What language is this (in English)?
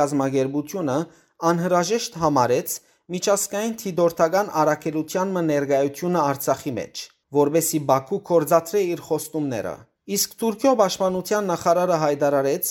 Western Armenian